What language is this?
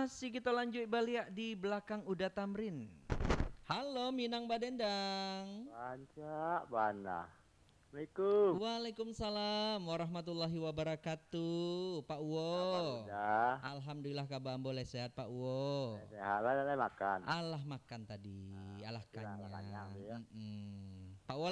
Minangkabau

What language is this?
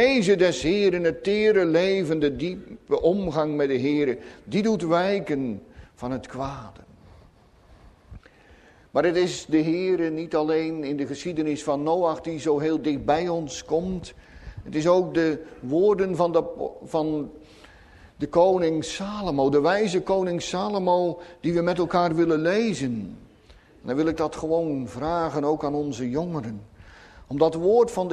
Dutch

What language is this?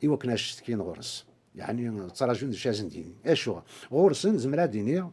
Kabyle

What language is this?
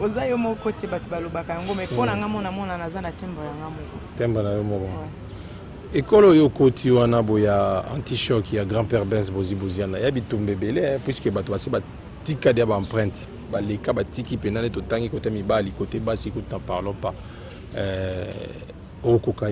Lingala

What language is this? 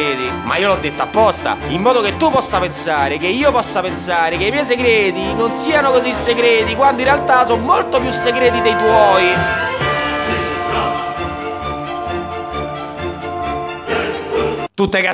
Italian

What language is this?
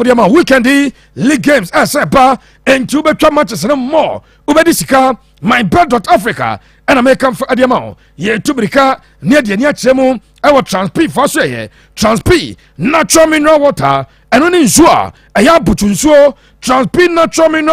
Akan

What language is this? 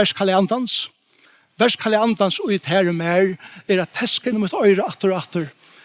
Faroese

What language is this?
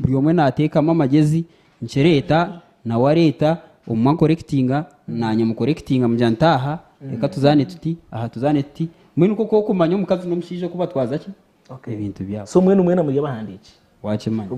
Nyankole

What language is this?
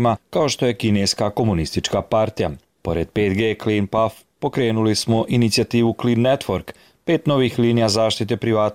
Serbian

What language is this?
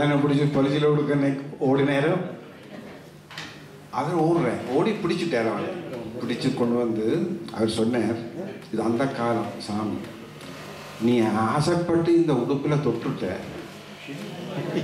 Tamil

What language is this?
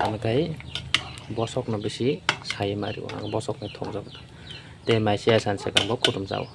Kok Borok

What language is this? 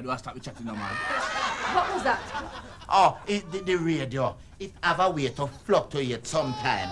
Jamaican Creole English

